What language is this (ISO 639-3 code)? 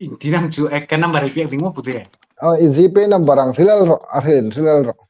hmr